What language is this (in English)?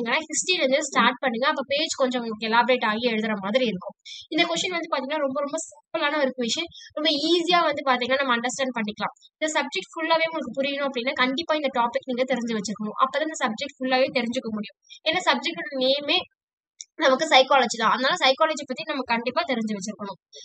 Tamil